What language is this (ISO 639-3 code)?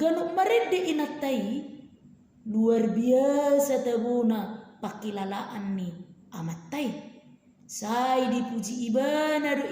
bbc